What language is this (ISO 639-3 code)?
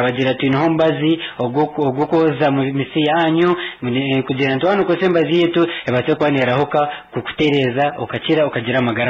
nyn